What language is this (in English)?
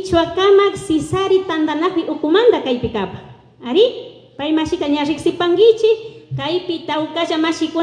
Imbabura Highland Quichua